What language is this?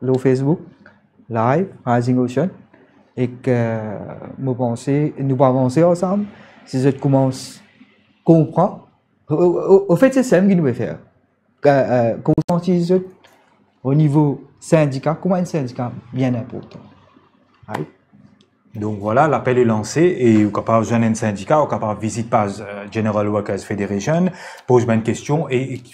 Morisyen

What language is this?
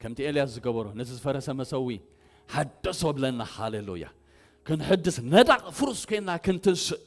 Tigrinya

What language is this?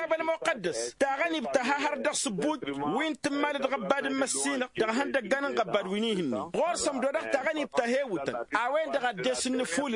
Tamasheq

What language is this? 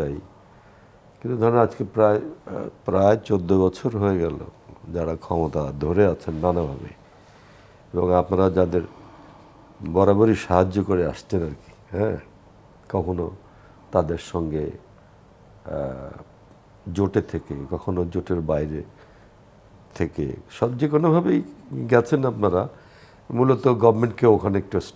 Bangla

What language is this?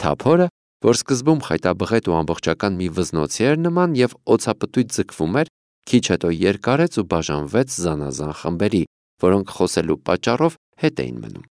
Armenian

